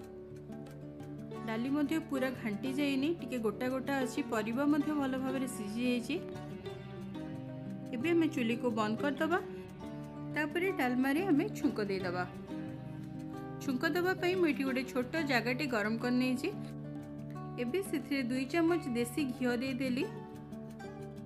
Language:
Odia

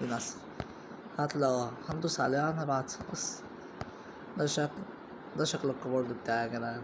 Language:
Egyptian Arabic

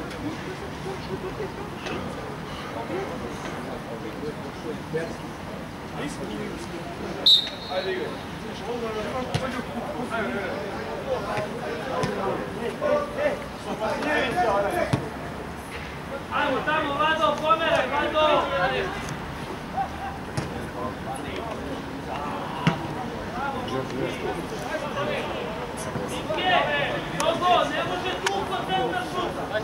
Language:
Serbian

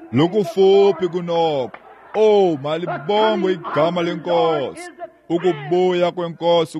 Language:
Xhosa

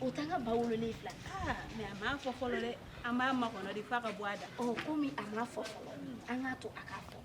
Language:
Bambara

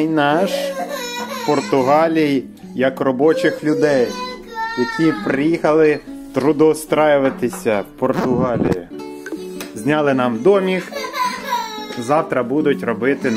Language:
Ukrainian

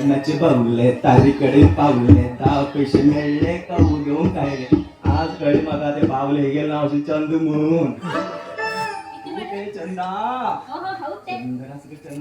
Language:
Konkani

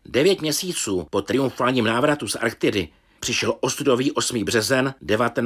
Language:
Czech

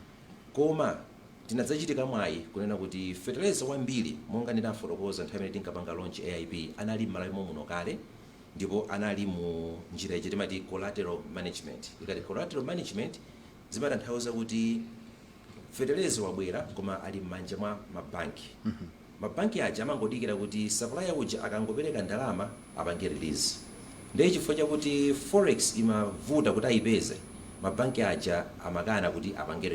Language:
Nyanja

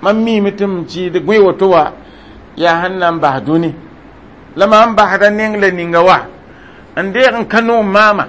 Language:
Mossi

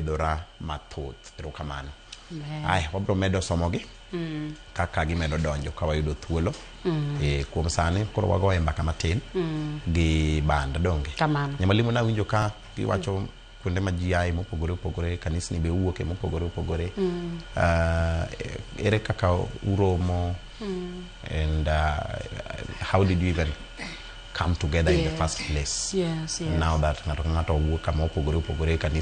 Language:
Luo (Kenya and Tanzania)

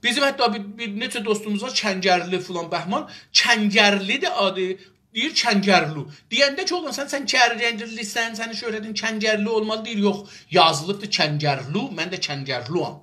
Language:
South Azerbaijani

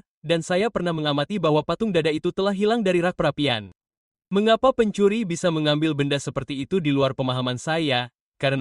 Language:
Indonesian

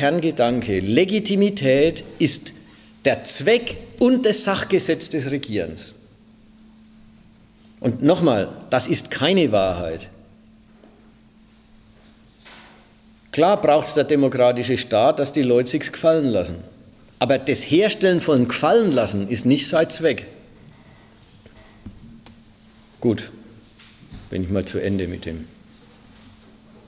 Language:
German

